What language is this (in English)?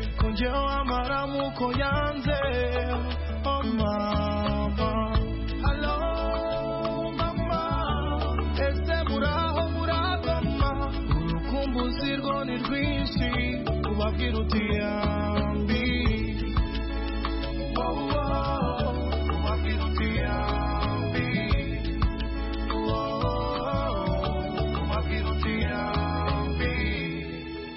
Kinyarwanda